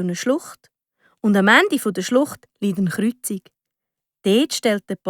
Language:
Swiss German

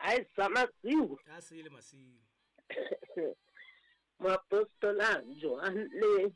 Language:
Southern Sotho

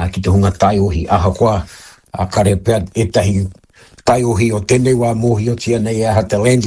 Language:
Māori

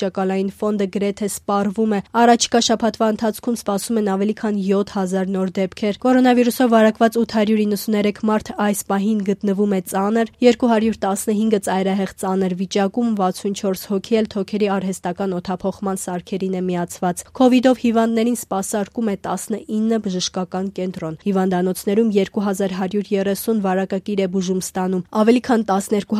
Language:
Armenian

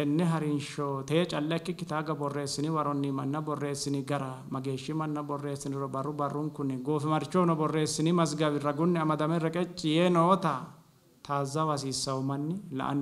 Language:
Sidamo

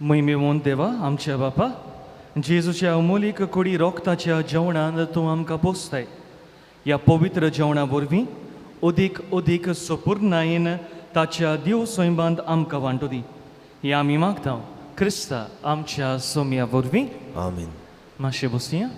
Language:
Konkani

